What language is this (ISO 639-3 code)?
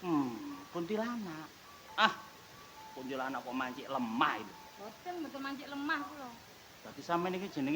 jav